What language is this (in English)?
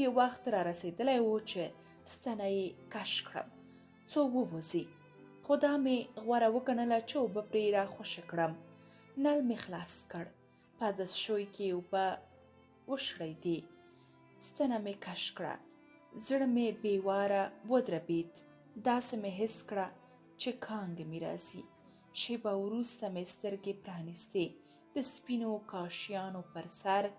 Pashto